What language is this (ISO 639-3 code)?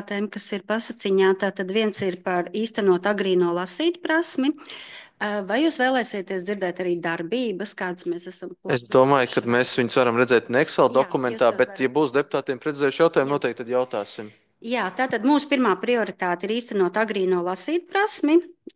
lav